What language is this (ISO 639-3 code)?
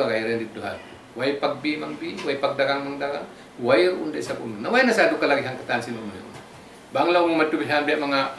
tsg